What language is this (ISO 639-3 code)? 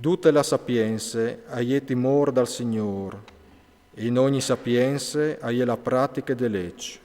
fur